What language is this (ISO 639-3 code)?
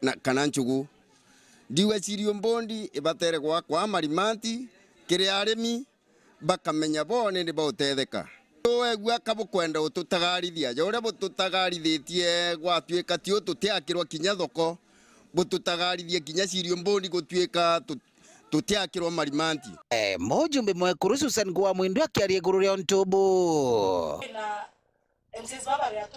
mer